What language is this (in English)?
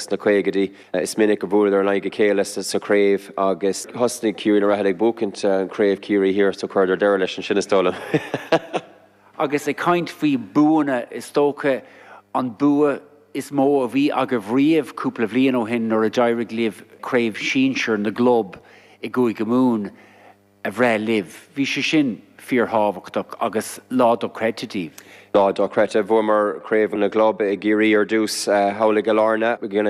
Irish